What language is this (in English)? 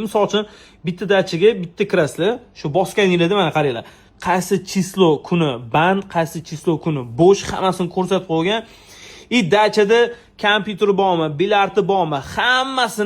Uzbek